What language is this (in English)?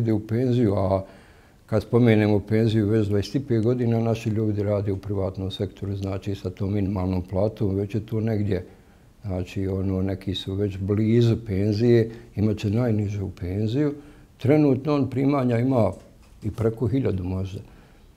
Bosnian